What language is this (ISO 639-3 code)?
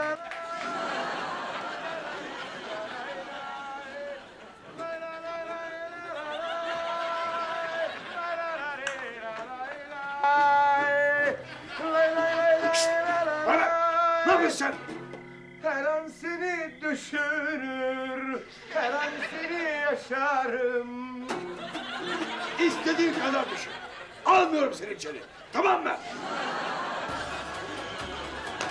tur